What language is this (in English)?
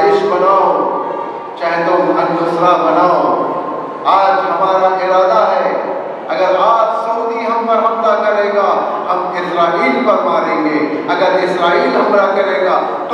Urdu